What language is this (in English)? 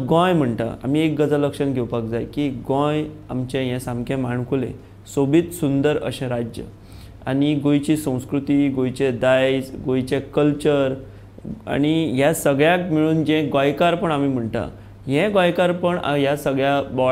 Konkani